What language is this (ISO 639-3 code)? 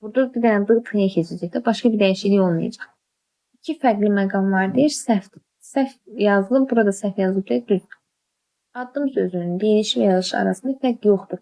aze